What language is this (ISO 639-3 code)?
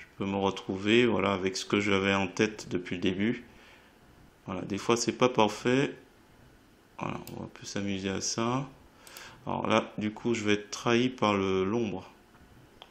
fra